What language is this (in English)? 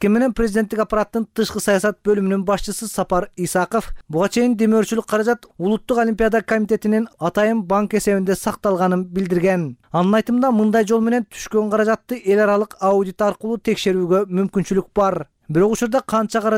Kyrgyz